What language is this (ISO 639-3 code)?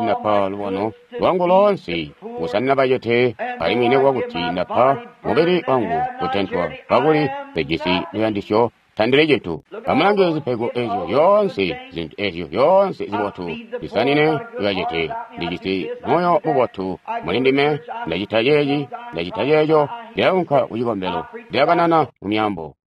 toi